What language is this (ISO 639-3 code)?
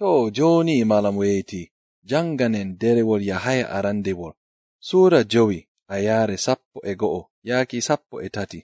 fuv